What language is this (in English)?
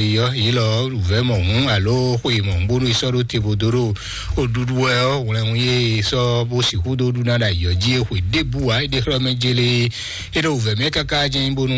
Fon